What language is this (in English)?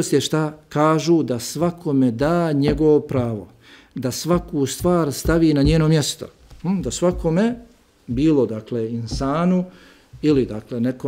Bosnian